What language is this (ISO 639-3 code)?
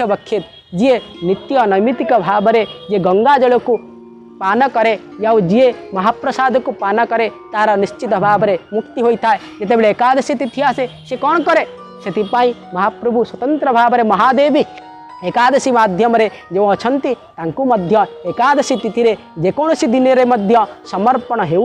ori